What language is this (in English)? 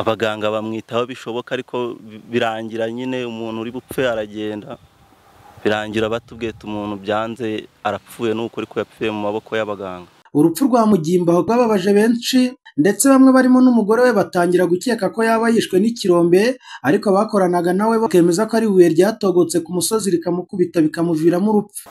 Kinyarwanda